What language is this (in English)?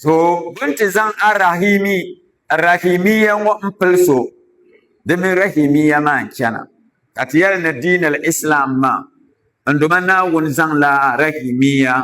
Dagbani